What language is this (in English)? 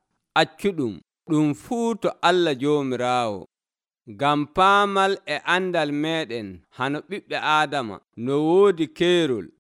Nigerian Fulfulde